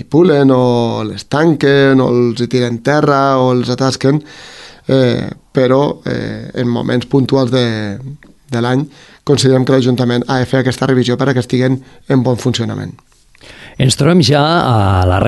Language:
Catalan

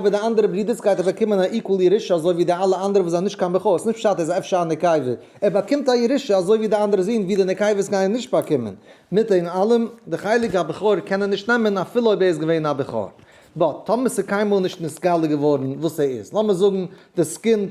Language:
Yiddish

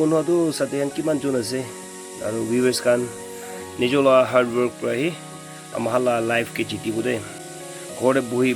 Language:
Naga Pidgin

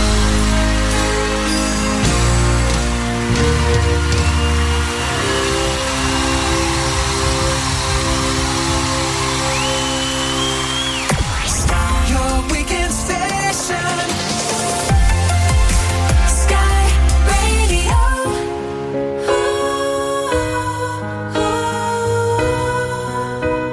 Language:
Dutch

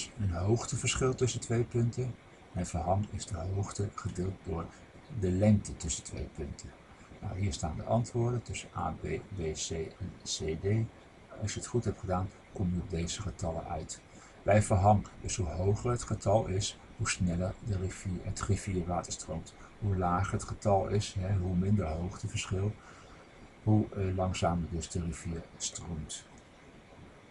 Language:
Dutch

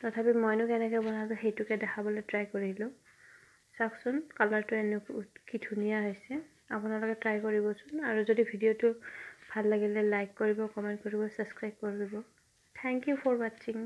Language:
Assamese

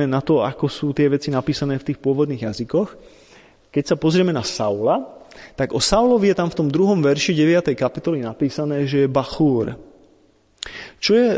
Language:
Slovak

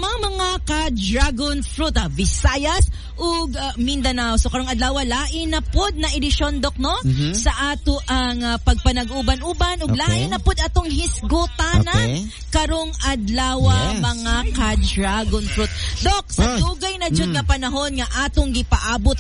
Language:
Cebuano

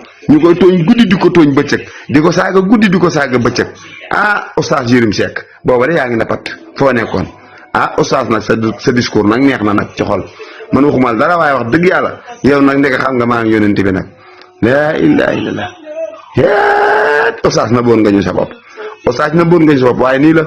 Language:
Wolof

